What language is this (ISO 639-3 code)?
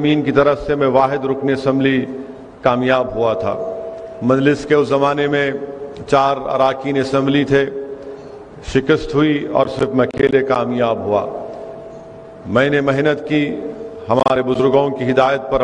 urd